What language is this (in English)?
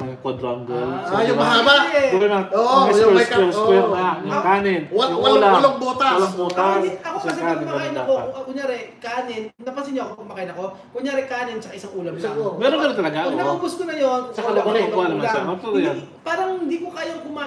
Filipino